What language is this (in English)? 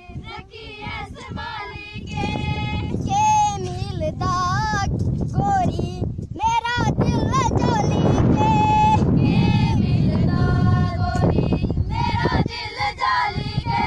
Dogri